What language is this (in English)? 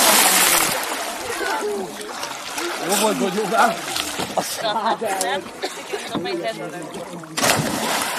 Hungarian